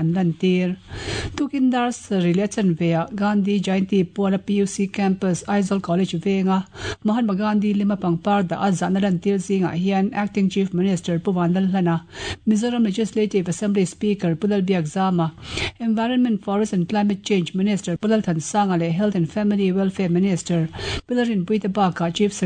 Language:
Mizo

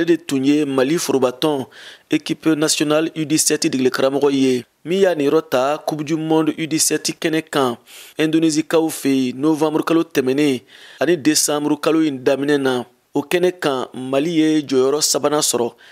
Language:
Bambara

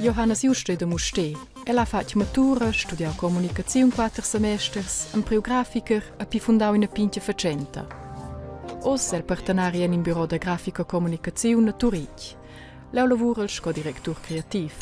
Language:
Romansh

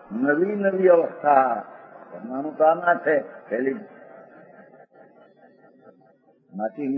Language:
Gujarati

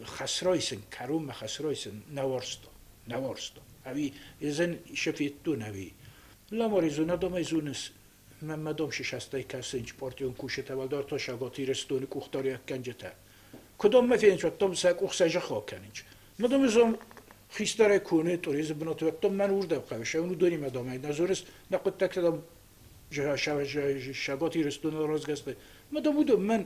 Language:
Ossetic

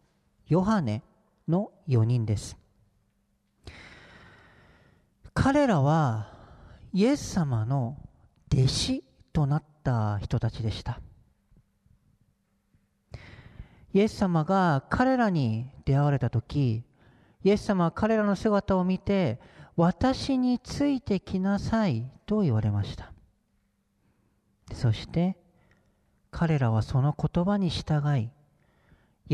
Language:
Japanese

